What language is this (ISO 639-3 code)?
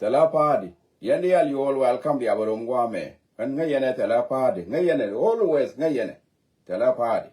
nus